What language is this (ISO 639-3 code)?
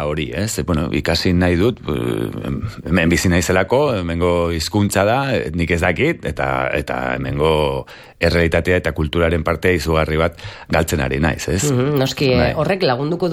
eus